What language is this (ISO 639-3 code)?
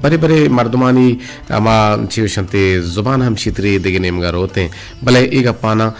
bgp